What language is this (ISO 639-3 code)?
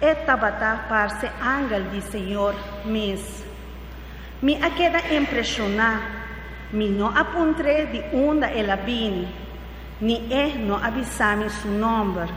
pap